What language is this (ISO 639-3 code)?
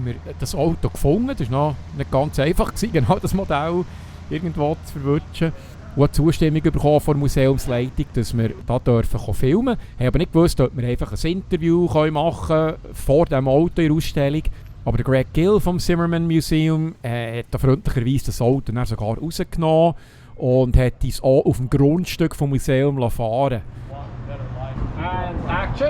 gsw